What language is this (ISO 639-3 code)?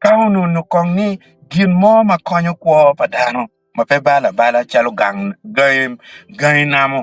ach